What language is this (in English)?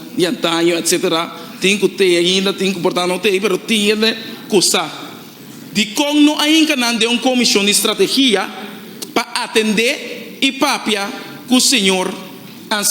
Papiamento